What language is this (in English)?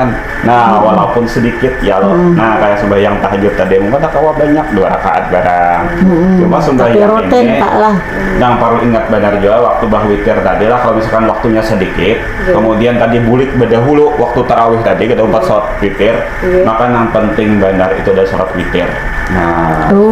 Banjar